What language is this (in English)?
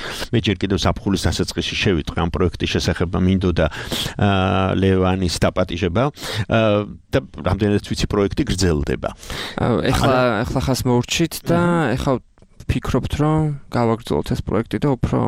Georgian